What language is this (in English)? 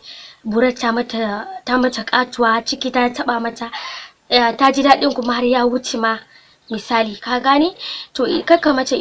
Hausa